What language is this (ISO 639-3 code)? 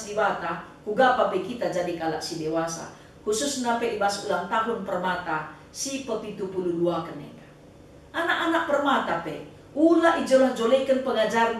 btx